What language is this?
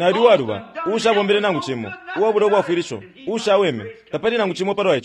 Bemba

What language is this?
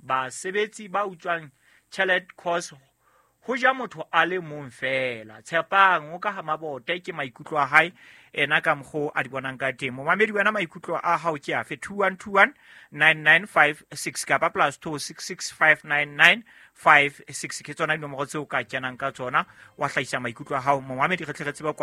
Southern Sotho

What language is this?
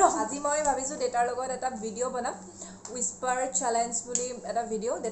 Assamese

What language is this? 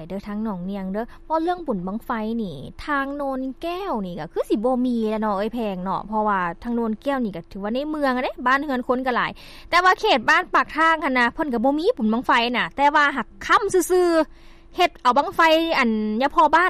Lao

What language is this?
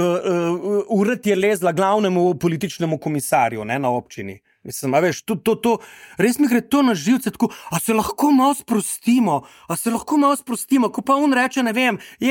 Slovenian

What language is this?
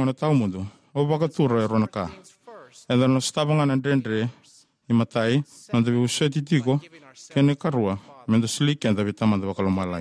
Fijian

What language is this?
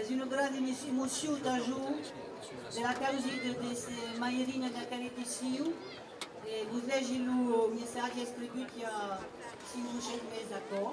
Occitan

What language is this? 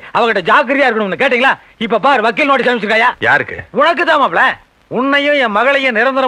Tamil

